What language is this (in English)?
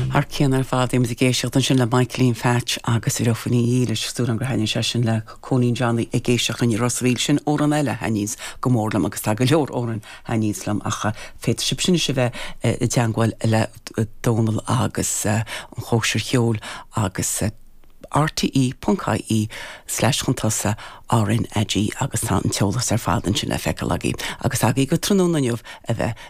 Irish